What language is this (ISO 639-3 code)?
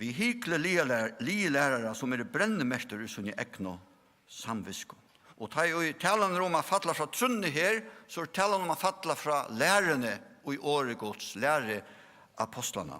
fao